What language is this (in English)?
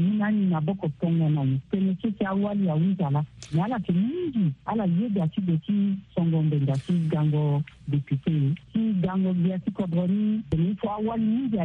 Sango